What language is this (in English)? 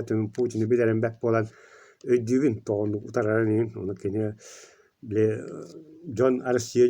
Yakut